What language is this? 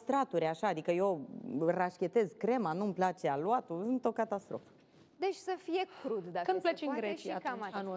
Romanian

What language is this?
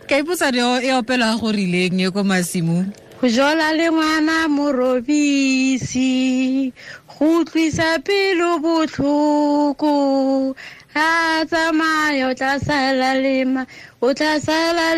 Tswana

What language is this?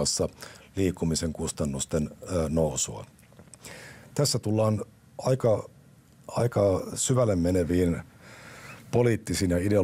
Finnish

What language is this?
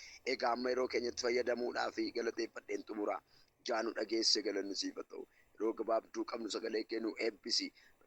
Oromo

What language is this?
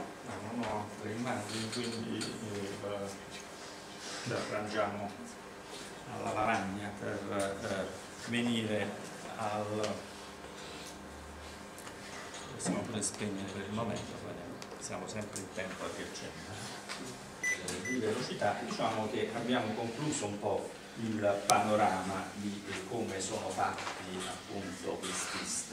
Italian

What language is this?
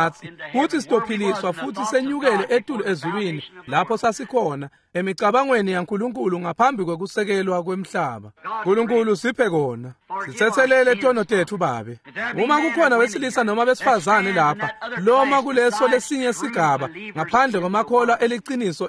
Swati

